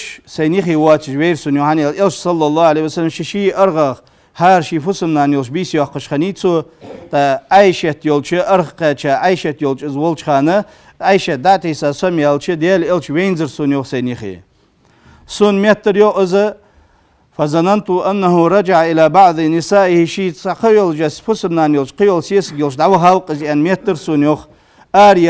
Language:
Ingush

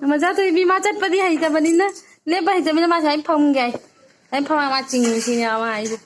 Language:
Manipuri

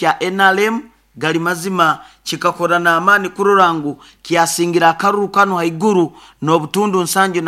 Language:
Nyoro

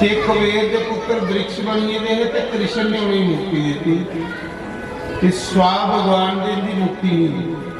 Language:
Dogri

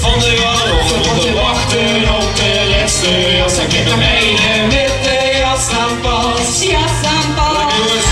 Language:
Limburgish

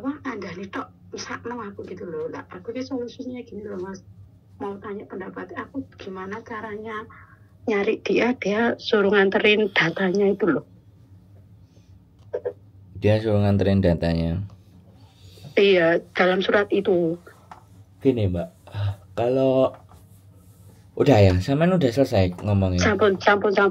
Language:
Indonesian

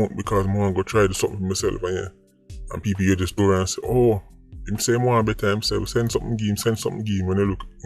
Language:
Jamaican Creole English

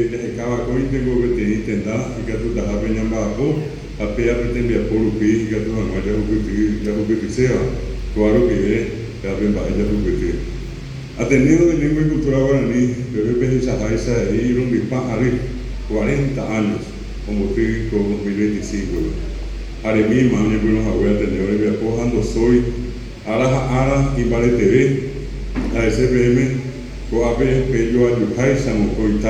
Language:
Guarani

